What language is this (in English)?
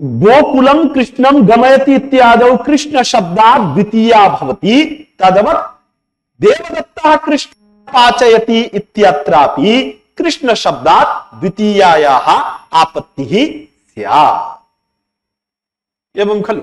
Sanskrit